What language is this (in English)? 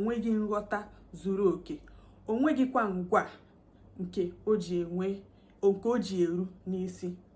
Igbo